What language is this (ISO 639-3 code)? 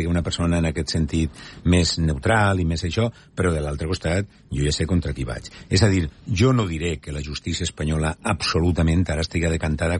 cat